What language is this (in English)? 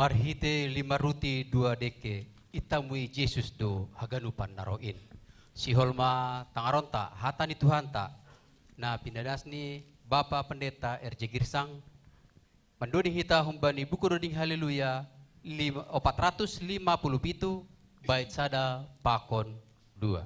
Batak Simalungun